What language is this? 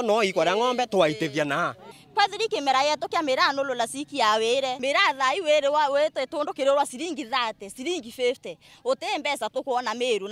Meru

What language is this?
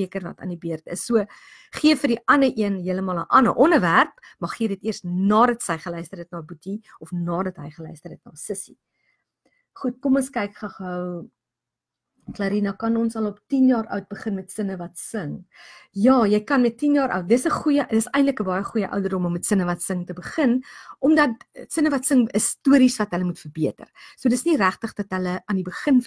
Afrikaans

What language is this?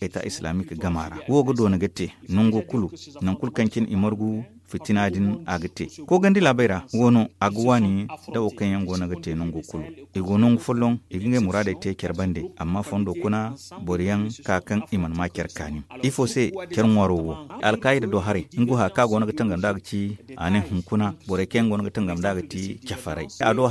Zarma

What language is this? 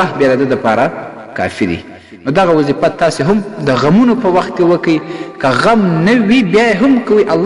Pashto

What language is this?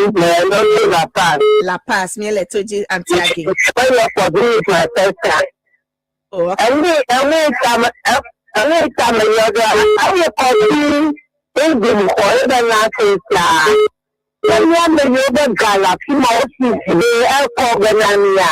Ewe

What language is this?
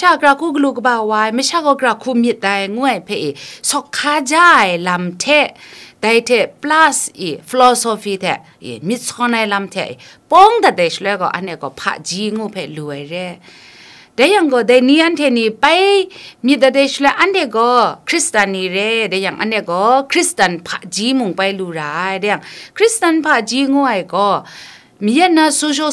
Kachin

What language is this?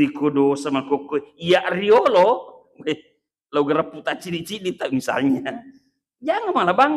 Buginese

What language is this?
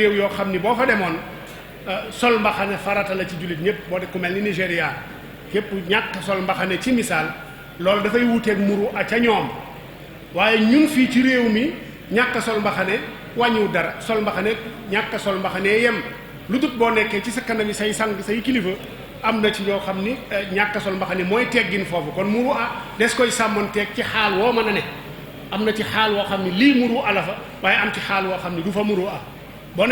Wolof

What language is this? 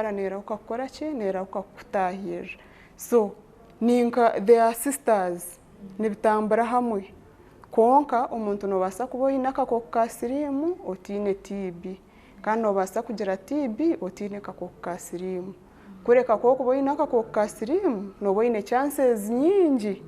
Nyankole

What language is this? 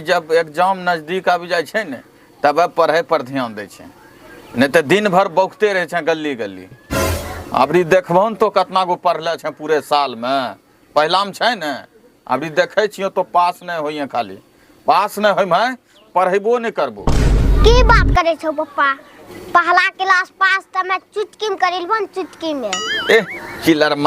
Angika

